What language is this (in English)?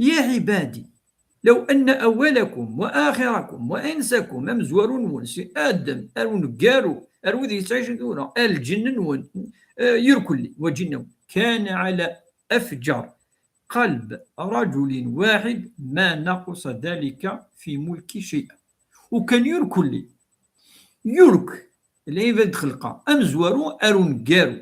Kabyle